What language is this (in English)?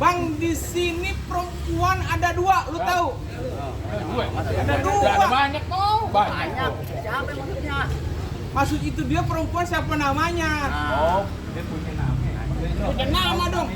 Betawi